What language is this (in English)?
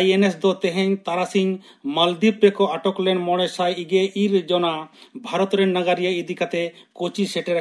Santali